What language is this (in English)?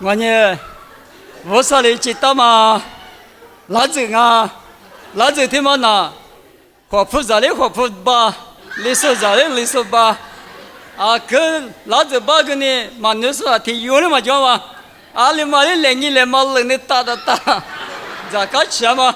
Lisu